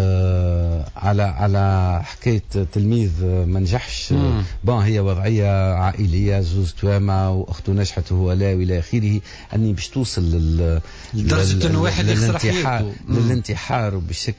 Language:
Tunisian Arabic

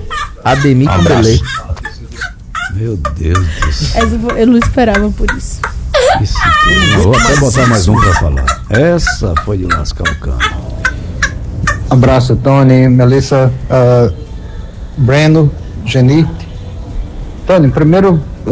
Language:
Portuguese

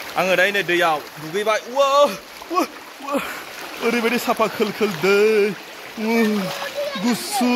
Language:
Bodo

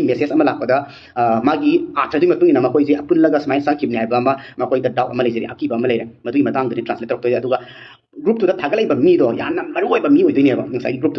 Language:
Manipuri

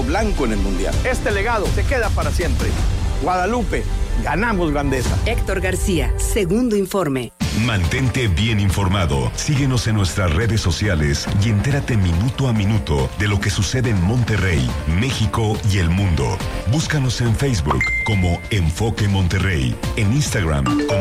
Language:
Spanish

